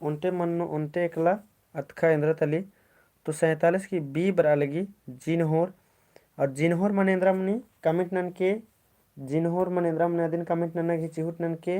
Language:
Kurukh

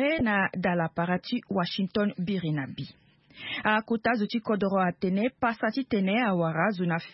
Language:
Sango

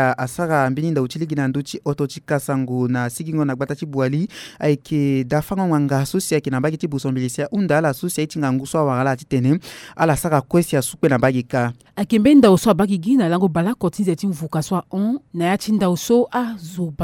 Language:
Sango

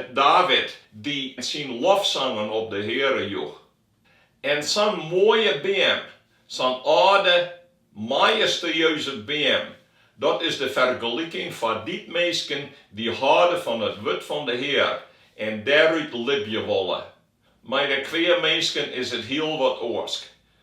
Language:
Western Frisian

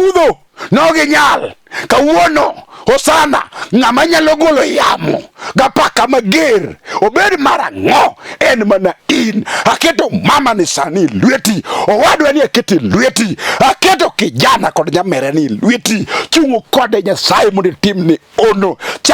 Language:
Luo (Kenya and Tanzania)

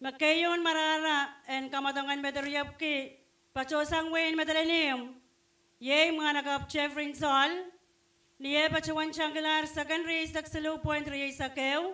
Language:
Pohnpeian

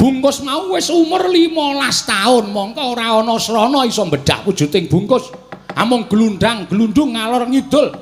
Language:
Javanese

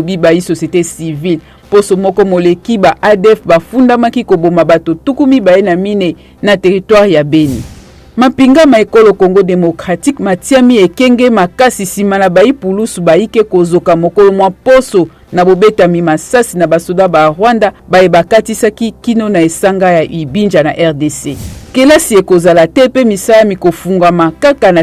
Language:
Lingala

